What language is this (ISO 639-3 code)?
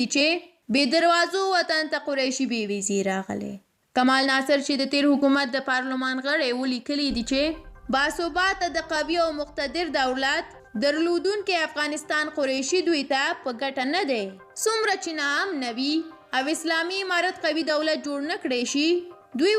pus